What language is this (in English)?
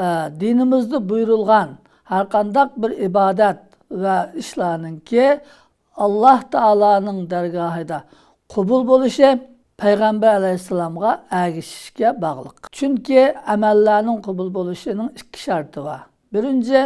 Uyghur